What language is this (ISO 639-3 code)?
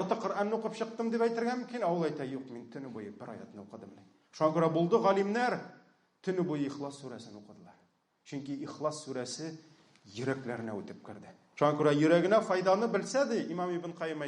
tat